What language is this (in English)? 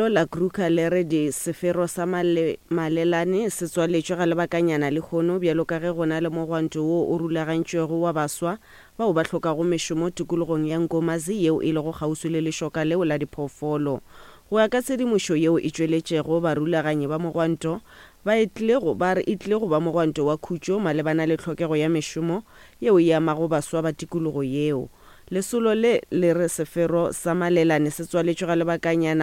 Northern Sotho